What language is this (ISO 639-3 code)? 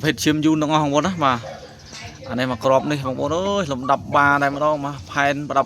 khm